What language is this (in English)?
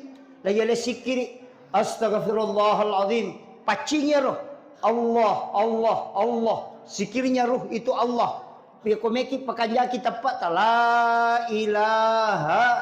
Buginese